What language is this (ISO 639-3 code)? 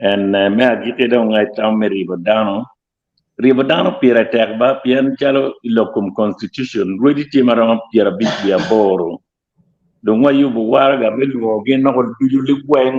ach